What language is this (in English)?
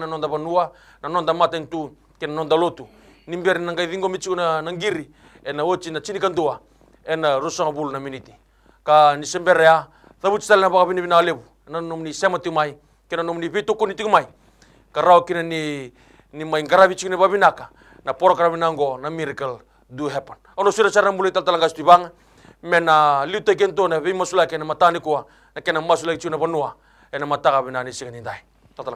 Fijian